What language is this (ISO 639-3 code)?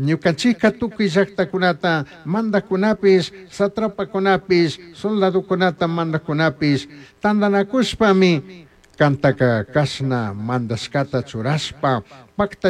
qug